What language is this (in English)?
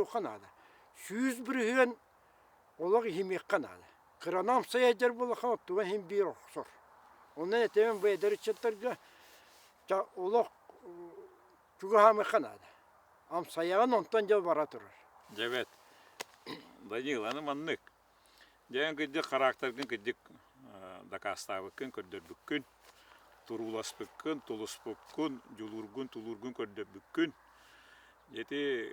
Yakut